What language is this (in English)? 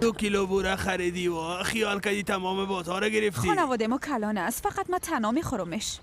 Persian